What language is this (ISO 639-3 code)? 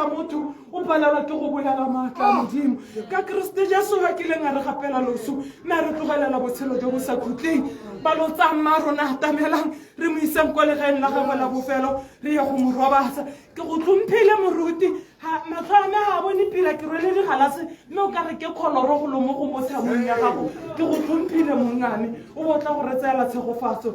tsn